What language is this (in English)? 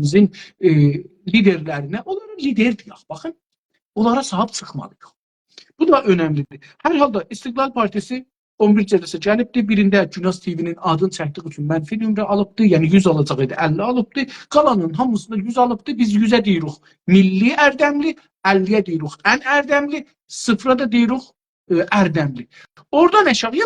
South Azerbaijani